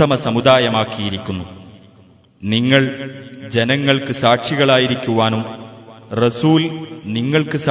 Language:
Malayalam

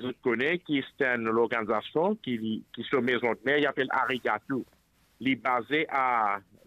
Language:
Morisyen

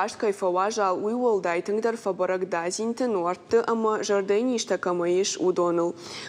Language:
Ossetic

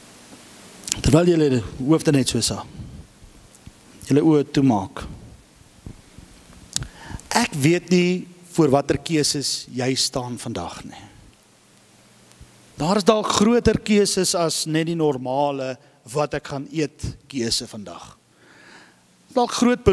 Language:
Afrikaans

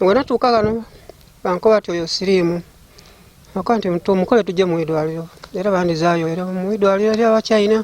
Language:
Ganda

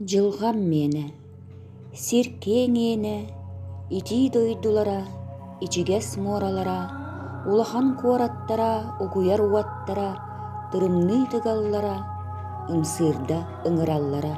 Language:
Yakut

